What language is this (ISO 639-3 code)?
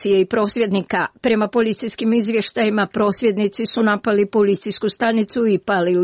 hrv